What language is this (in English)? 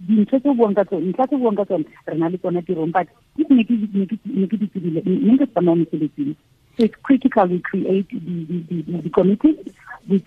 Tswana